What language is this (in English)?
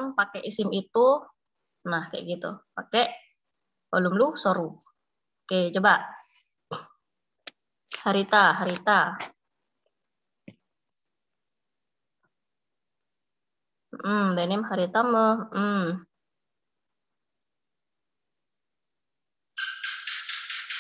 Indonesian